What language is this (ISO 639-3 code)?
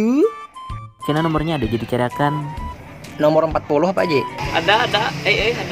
bjn